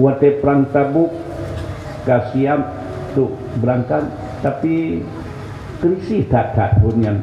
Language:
Achinese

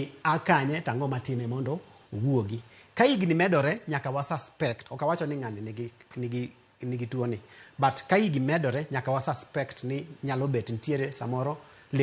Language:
Luo (Kenya and Tanzania)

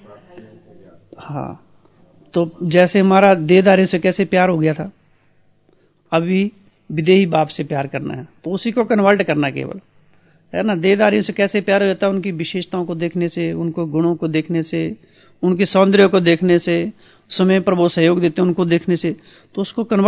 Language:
Hindi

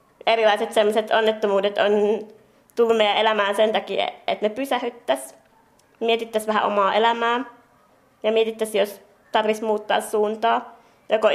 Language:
Finnish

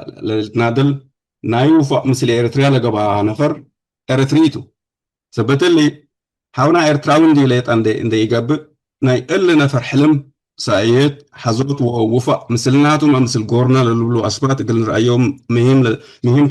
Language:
Tigre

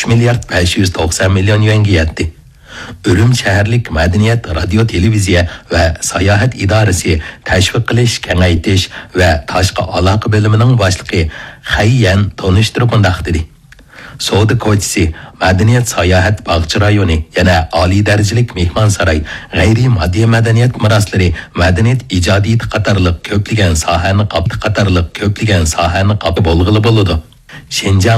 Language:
Uyghur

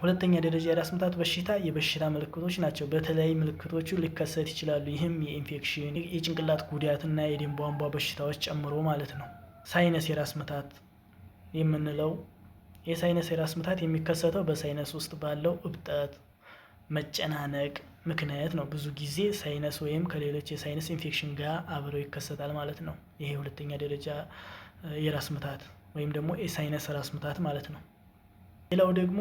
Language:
Amharic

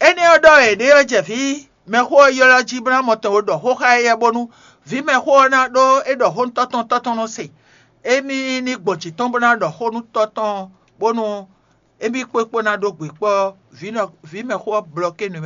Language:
Fon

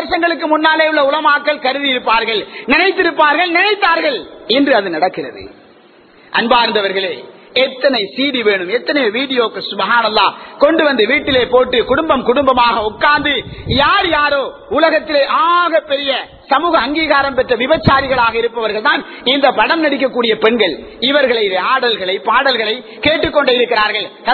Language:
Tamil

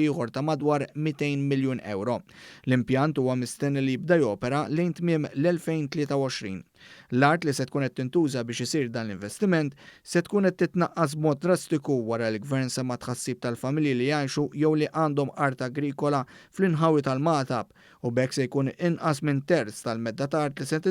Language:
Maltese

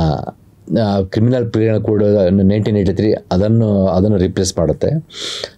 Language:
Kannada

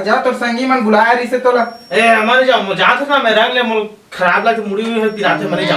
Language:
Chhattisgarhi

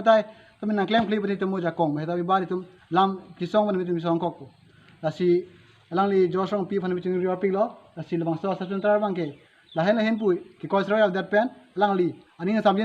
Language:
Karbi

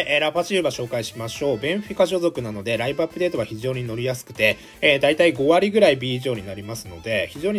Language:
Japanese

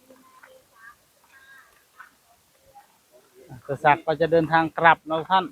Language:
Northeastern Thai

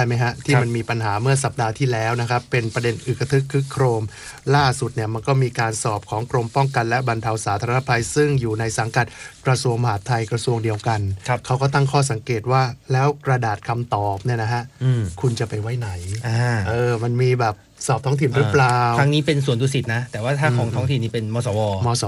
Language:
Thai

